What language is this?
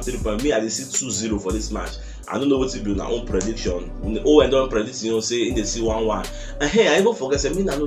Nigerian Pidgin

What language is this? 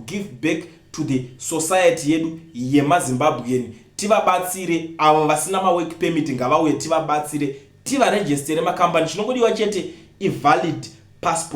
Shona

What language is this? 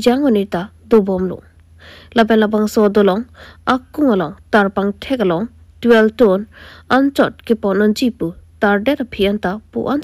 Karbi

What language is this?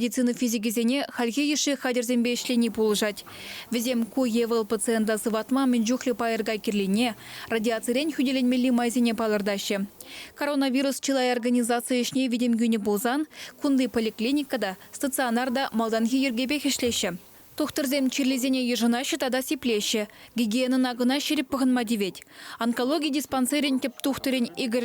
Chuvash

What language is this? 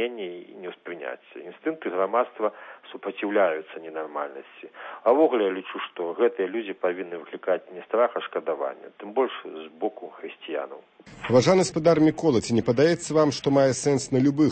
Belarusian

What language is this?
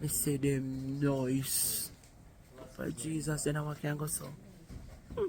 Jamaican Creole English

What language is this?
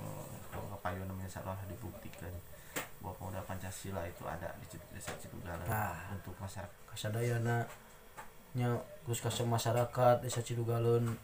Sundanese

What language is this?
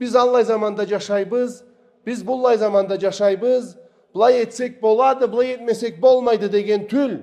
Karachay-Balkar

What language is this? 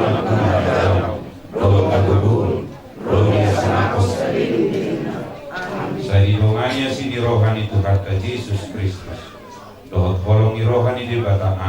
Batak Toba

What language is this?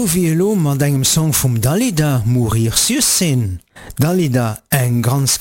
Luxembourgish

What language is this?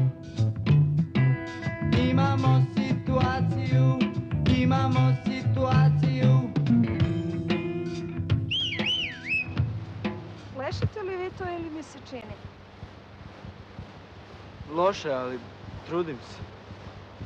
Serbian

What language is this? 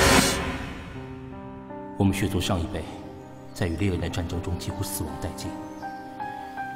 Chinese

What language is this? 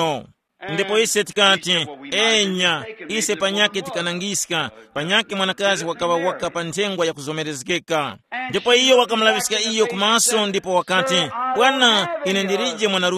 Tumbuka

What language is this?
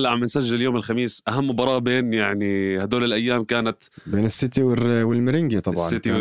North Levantine Arabic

